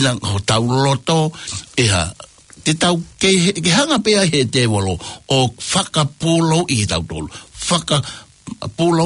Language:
Tongan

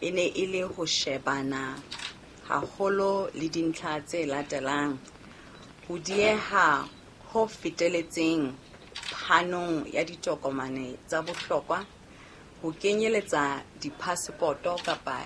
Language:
Southern Sotho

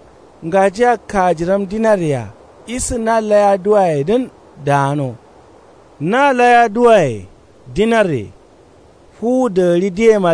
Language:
Kanuri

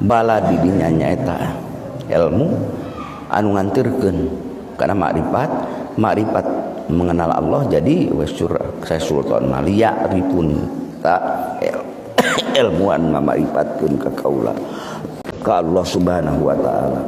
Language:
Sundanese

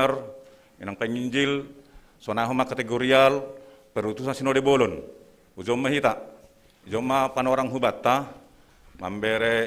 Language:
Batak Simalungun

